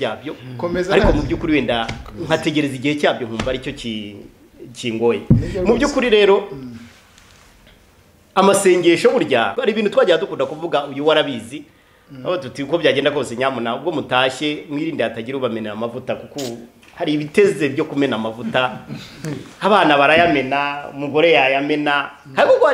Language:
Kinyarwanda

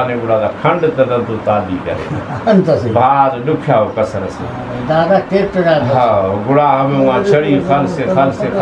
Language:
Brahui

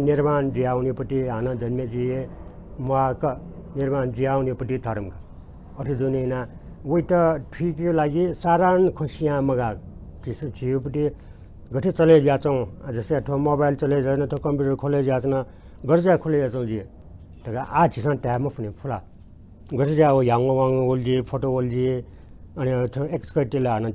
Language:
Newari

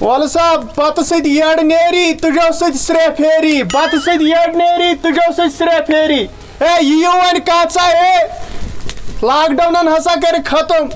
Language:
Kashmiri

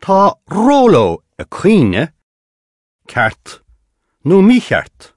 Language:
Irish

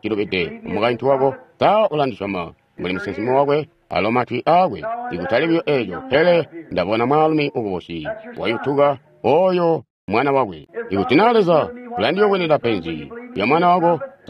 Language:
Tonga (Zambia)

